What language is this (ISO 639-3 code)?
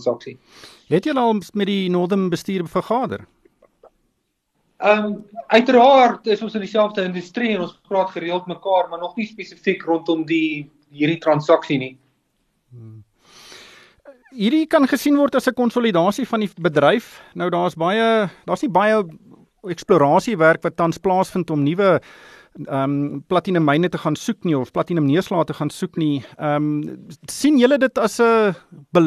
afr